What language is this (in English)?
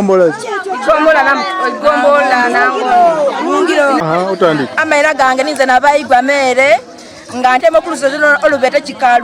Soga